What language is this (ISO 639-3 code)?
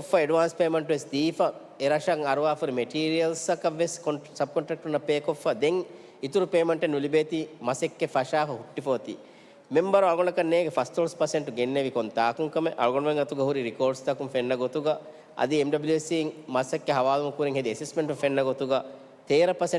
div